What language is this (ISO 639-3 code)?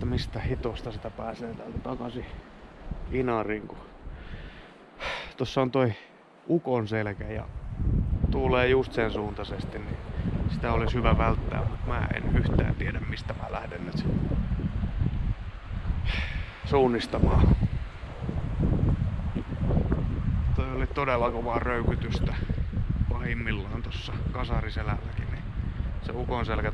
fin